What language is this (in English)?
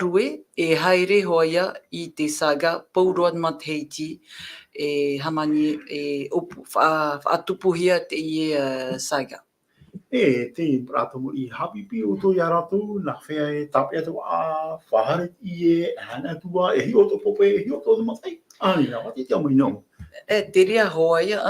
Tahitian